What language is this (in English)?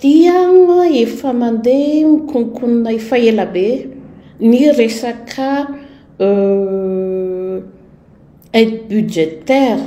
Malagasy